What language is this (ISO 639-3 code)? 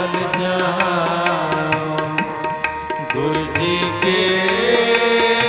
pan